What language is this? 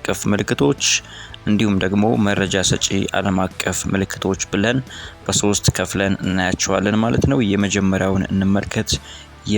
Amharic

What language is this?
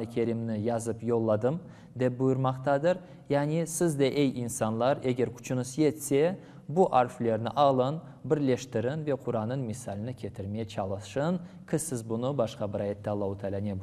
Crimean Tatar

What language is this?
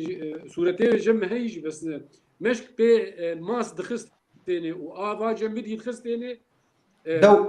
Kurdish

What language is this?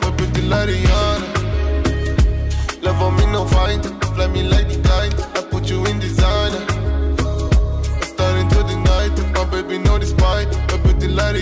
Romanian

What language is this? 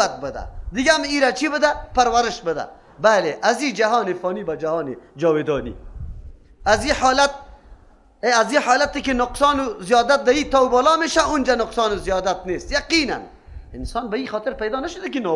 Persian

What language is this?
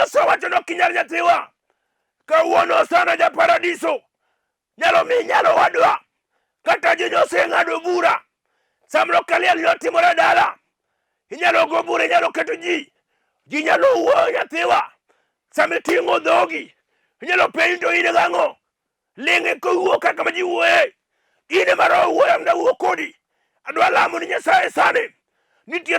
Luo (Kenya and Tanzania)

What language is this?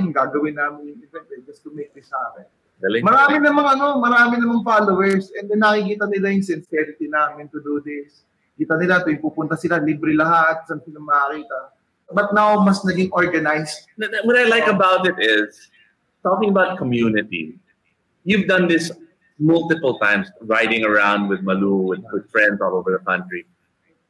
Filipino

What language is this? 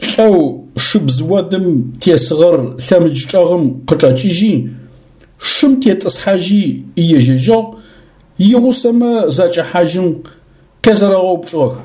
Adyghe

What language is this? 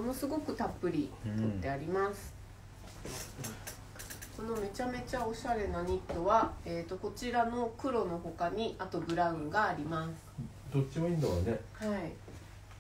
Japanese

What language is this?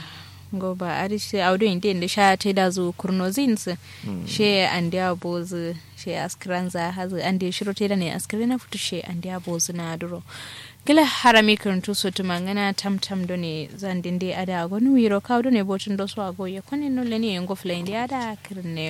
Kanuri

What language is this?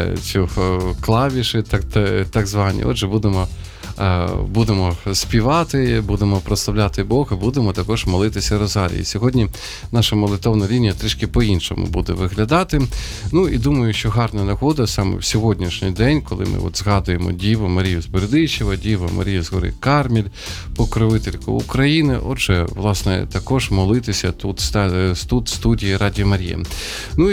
Ukrainian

